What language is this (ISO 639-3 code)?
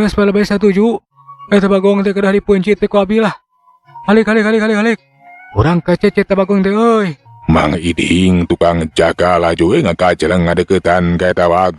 sun